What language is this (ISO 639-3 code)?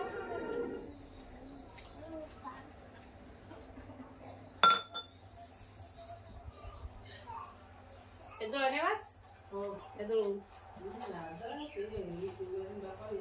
kan